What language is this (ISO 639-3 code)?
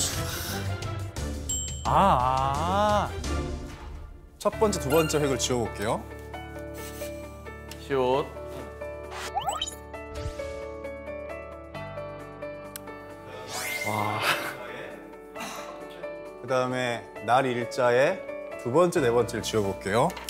kor